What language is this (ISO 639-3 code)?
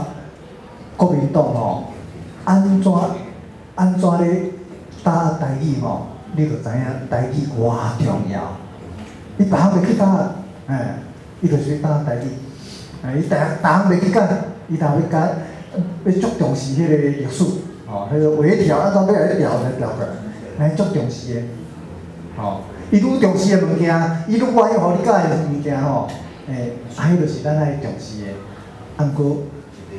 nan